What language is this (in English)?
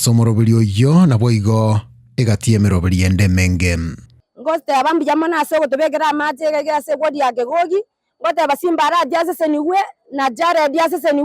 Gusii